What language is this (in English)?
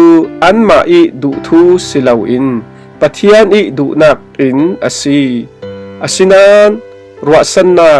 Falam Chin